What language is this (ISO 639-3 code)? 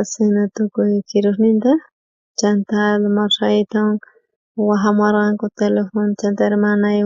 quh